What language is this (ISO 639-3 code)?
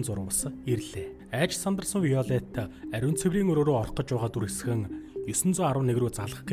mon